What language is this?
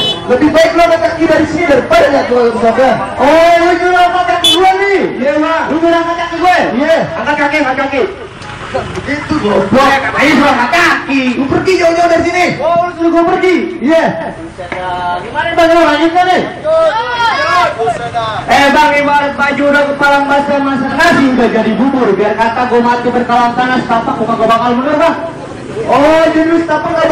Betawi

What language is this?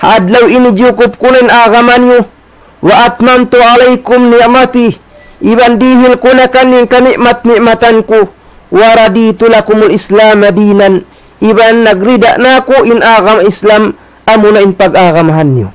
Tausug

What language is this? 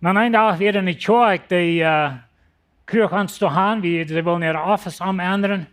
Plautdietsch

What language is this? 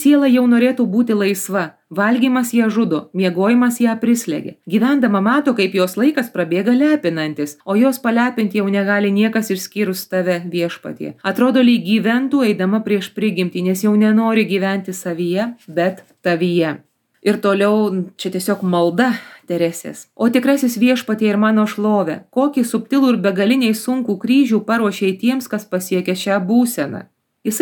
Lithuanian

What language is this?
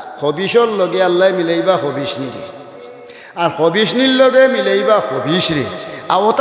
Sylheti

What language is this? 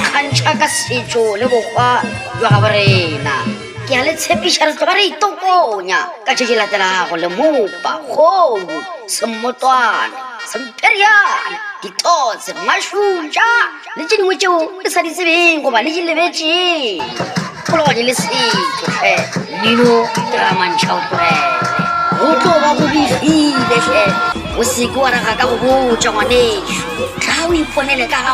Northern Sotho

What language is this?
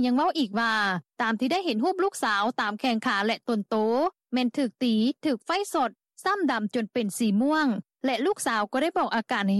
Lao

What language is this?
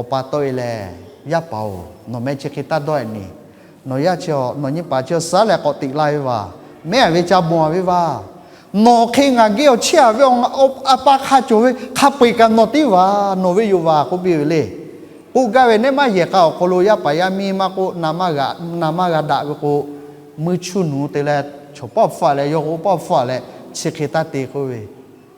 Lahu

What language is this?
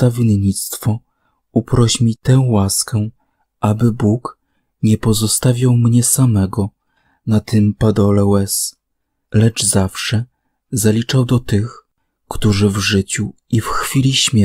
Polish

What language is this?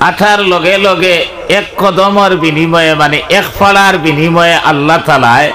Sylheti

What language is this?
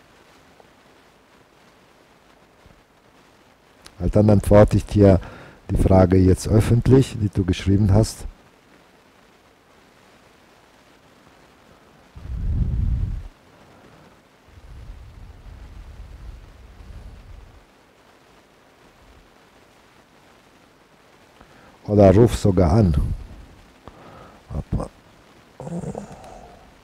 German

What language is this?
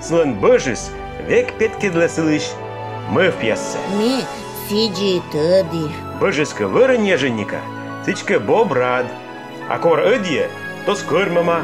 Komi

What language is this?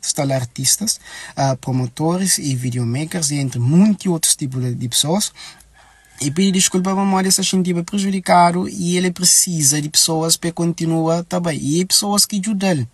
Kabuverdianu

